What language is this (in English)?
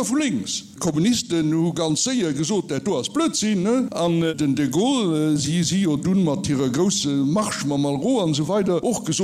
Luxembourgish